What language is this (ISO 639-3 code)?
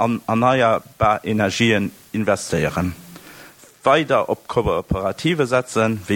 ltz